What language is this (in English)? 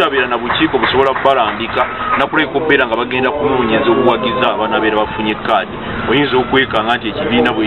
Ganda